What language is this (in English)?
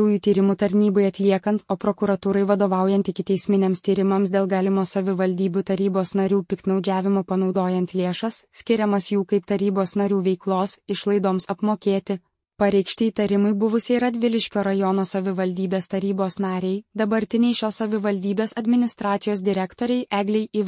Lithuanian